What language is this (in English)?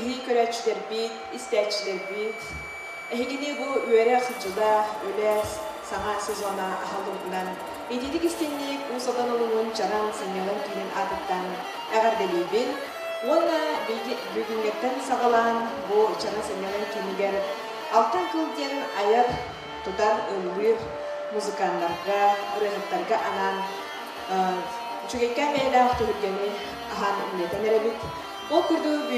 Yakut